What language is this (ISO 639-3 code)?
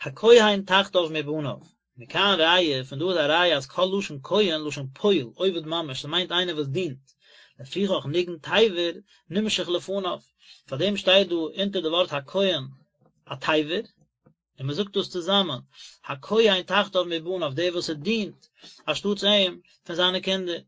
yid